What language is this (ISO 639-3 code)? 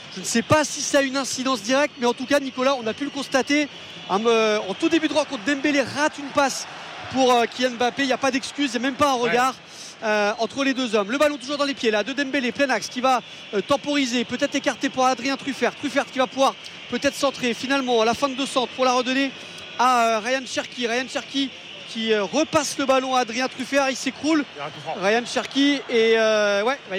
fra